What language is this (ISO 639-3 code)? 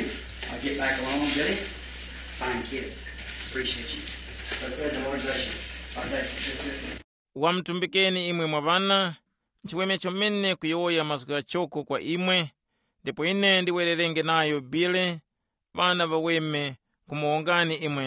tum